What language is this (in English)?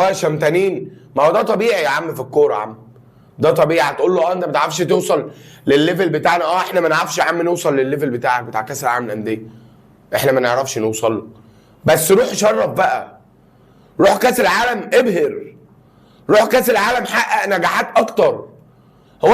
Egyptian Arabic